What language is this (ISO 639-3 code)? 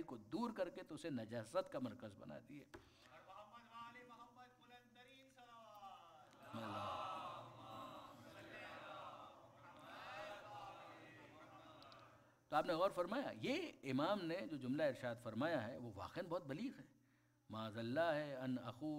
urd